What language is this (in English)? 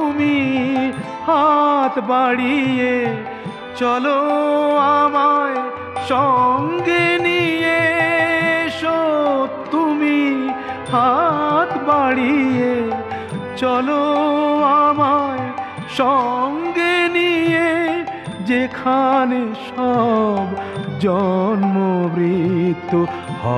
Bangla